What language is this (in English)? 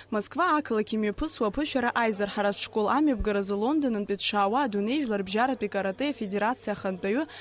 Abkhazian